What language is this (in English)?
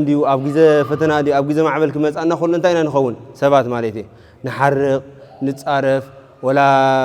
Tigrinya